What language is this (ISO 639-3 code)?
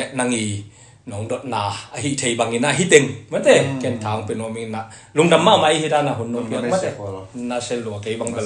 ctd